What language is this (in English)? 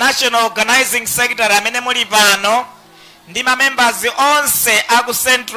Nyanja